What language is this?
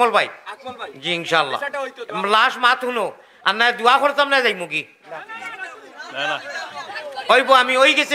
Sylheti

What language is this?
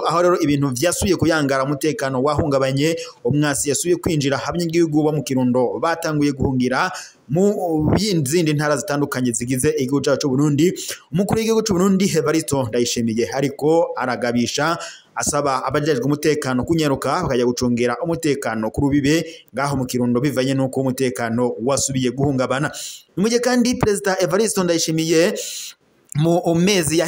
Rundi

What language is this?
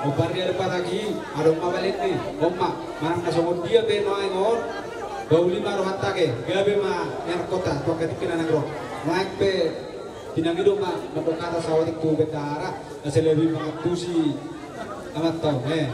Batak Toba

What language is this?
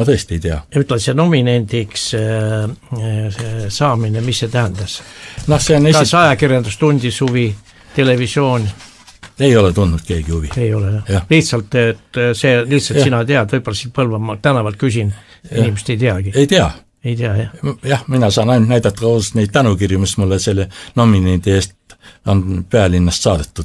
Estonian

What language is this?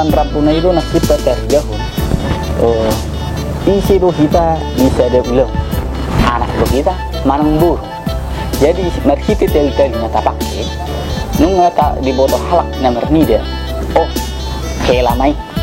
Batak Toba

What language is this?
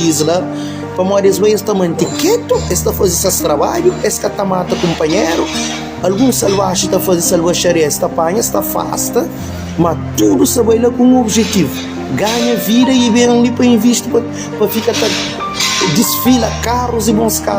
Kabuverdianu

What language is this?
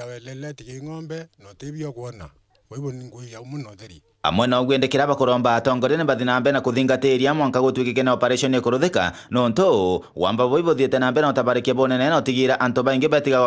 Meru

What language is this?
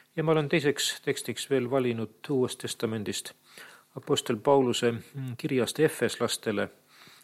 Estonian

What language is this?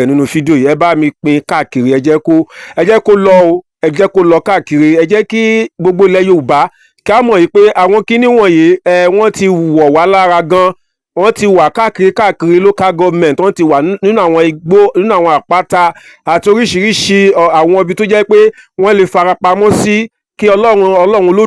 Yoruba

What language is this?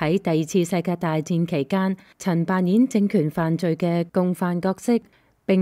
Cantonese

